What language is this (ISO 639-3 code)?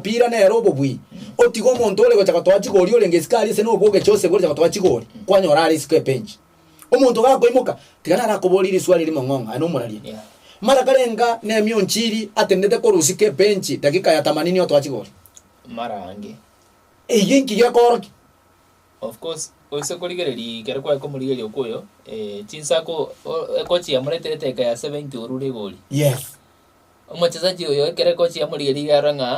guz